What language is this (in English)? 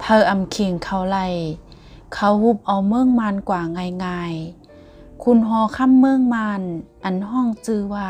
Shan